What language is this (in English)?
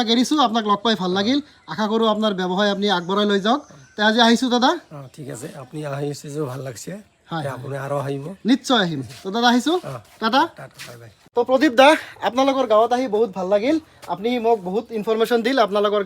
Assamese